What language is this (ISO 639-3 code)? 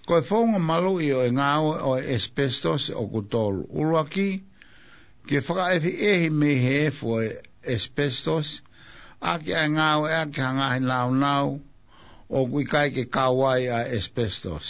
ton